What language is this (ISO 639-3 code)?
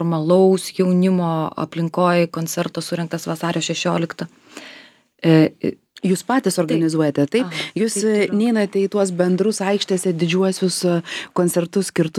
lit